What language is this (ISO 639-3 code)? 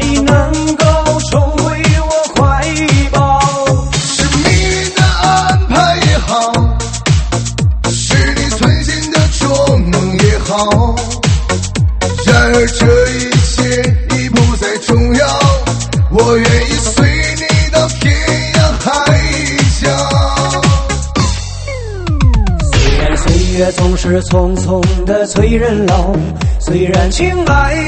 zho